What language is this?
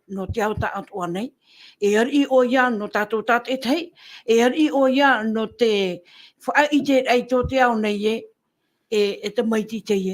Tahitian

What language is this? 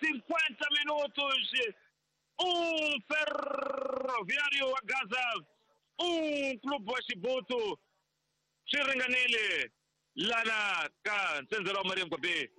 Tsonga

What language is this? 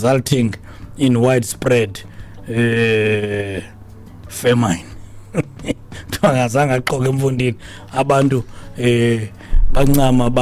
Xhosa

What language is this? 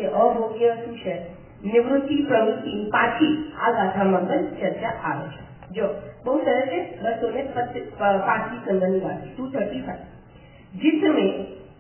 Gujarati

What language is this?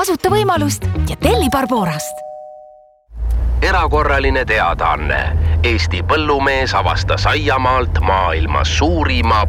Estonian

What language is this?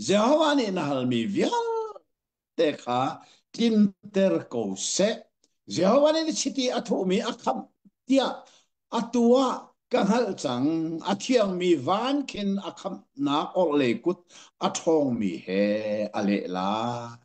Hakha Chin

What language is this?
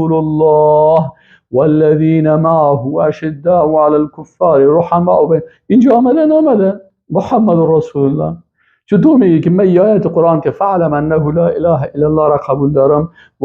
Persian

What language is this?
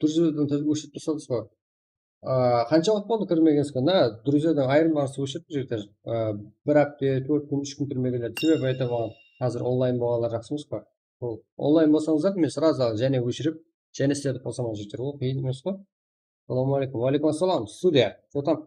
Kara-Kalpak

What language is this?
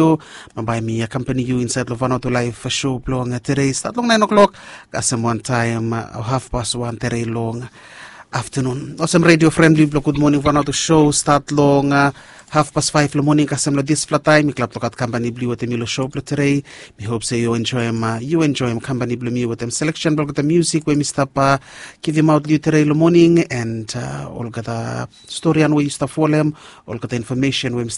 Bislama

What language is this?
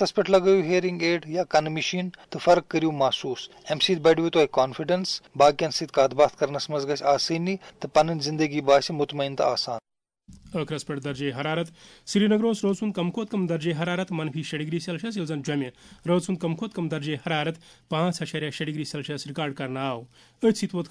Kashmiri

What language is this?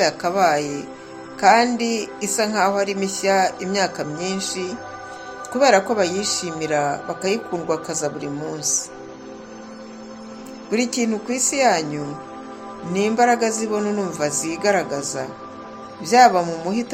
Kinyarwanda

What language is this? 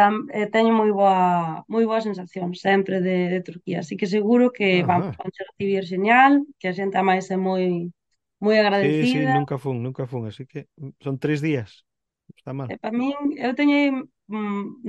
Galician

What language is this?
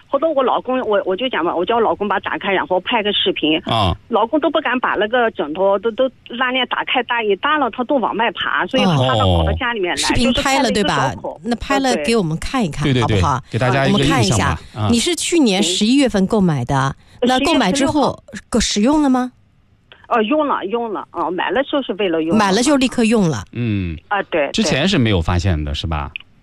Chinese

